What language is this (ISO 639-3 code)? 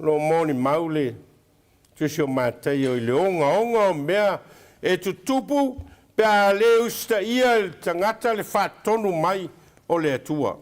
smo